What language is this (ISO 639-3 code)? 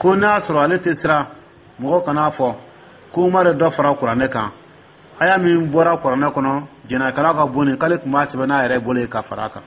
dyu